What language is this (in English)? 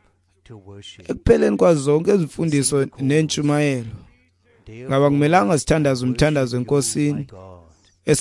Xhosa